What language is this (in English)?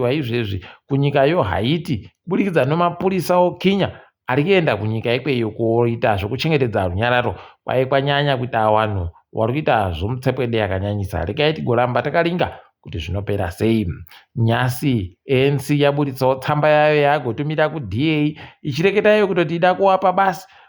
Ndau